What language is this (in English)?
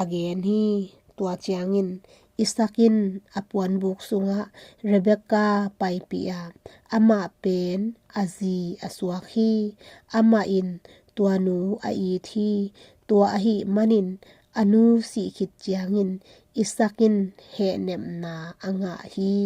Tedim Chin